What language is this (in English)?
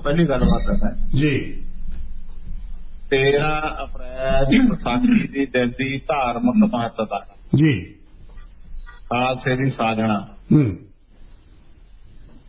Punjabi